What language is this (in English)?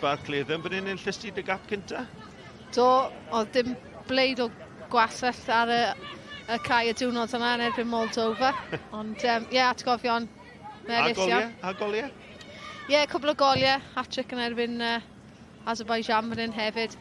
Welsh